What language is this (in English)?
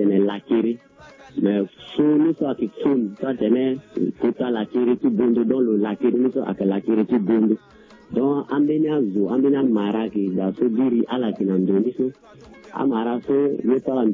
Sango